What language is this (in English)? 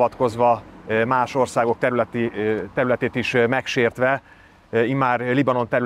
Hungarian